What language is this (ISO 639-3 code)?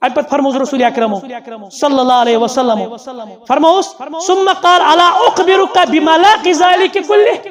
kas